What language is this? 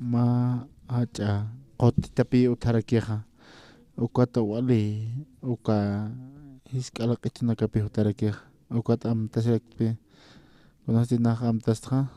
Aymara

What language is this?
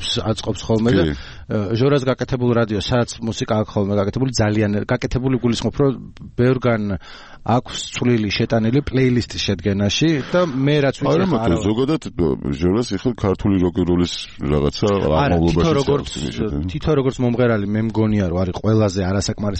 Georgian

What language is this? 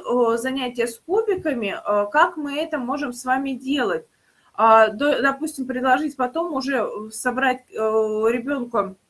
Russian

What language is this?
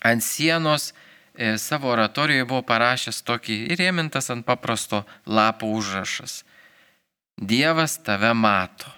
Lithuanian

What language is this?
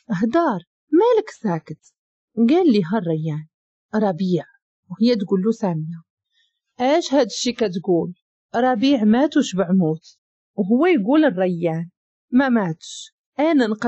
Moroccan Arabic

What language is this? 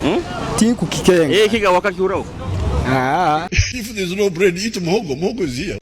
Nyoro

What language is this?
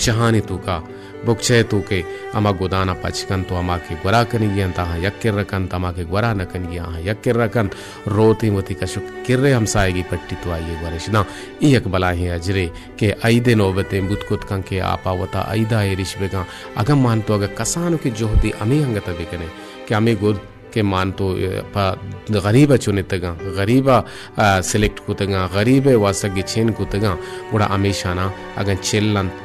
Baluchi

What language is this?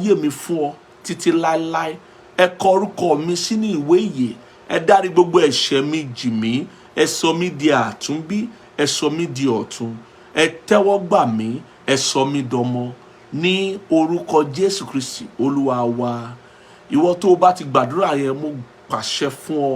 Yoruba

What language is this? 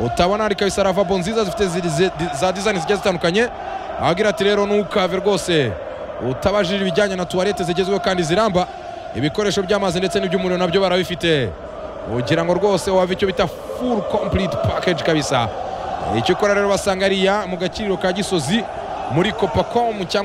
Kinyarwanda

